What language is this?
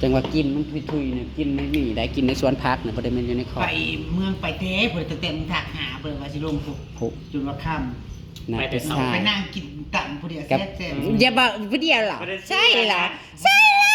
Northeastern Thai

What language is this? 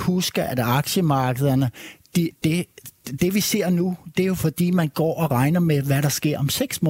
Danish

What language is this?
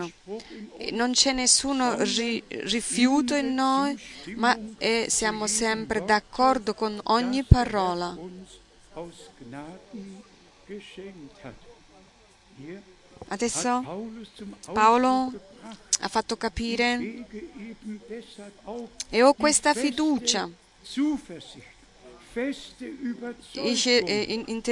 Italian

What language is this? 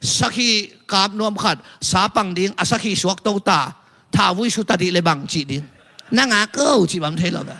Tedim Chin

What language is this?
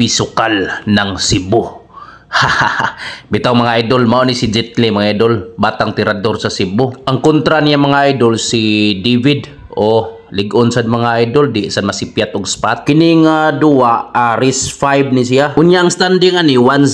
Cebuano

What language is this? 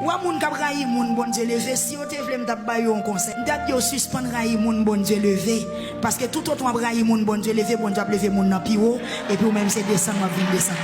Haitian Creole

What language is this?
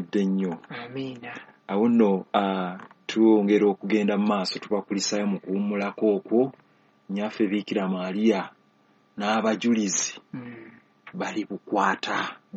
Ganda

